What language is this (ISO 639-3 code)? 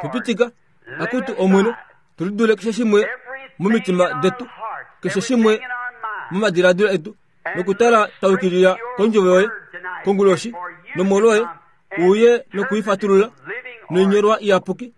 kua